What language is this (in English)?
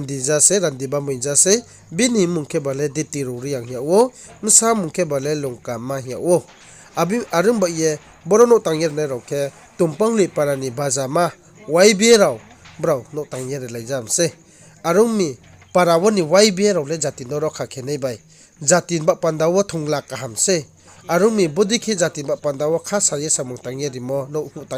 Riang (India)